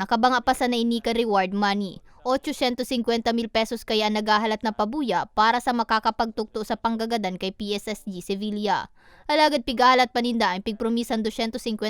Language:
Bikol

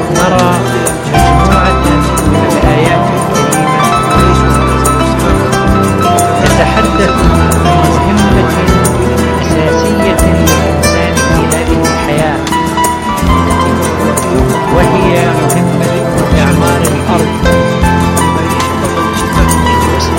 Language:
Arabic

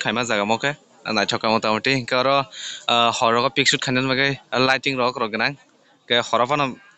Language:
Kok Borok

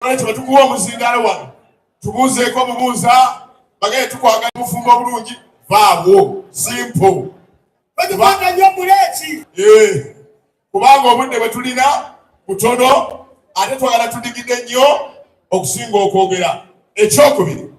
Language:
Ganda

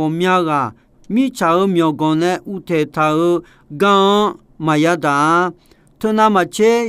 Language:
Akha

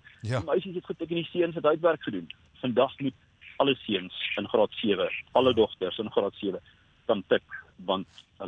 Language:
Afrikaans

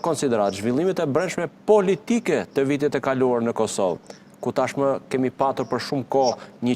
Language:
Albanian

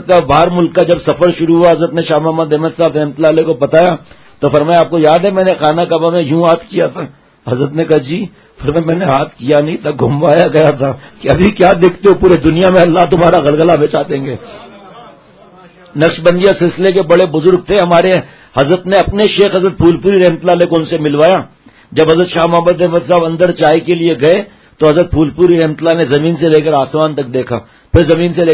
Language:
Urdu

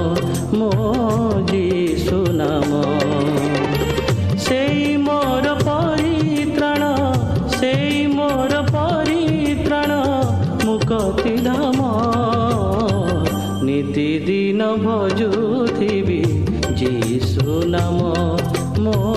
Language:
Odia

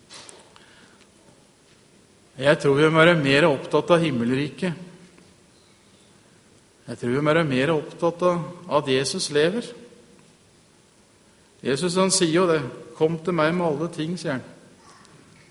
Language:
Norwegian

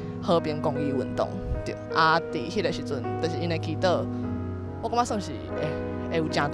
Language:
Min Nan Chinese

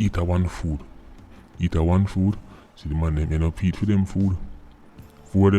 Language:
Jamaican Creole English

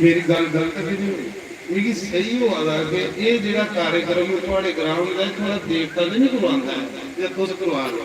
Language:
Dogri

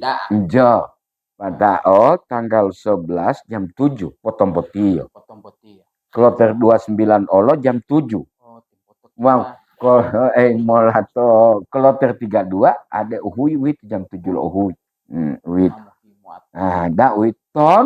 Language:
Gorontalo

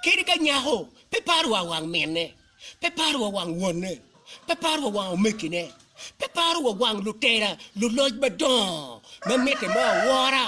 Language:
Acoli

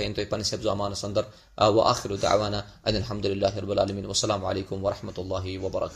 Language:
Kashmiri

